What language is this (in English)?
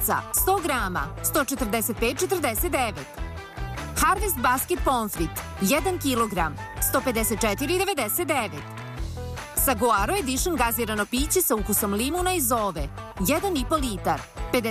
Serbian